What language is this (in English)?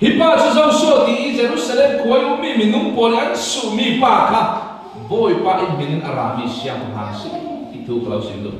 Falam Chin